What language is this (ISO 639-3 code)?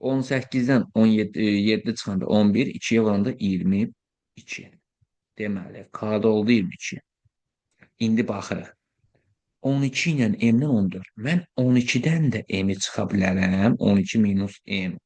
aze